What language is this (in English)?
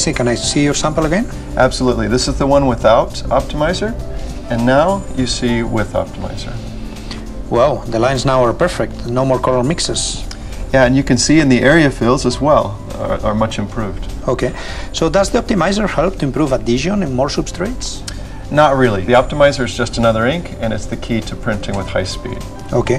English